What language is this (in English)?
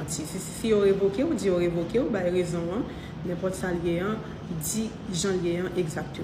Haitian Creole